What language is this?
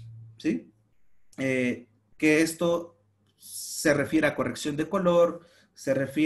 Spanish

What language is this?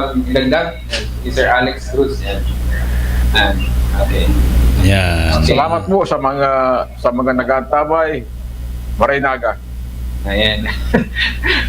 Bikol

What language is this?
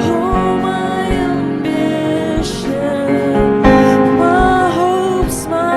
Waray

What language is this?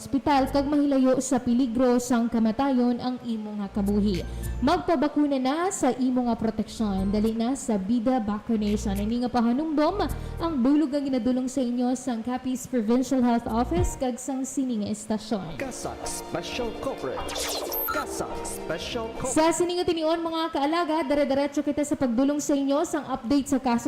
Hiligaynon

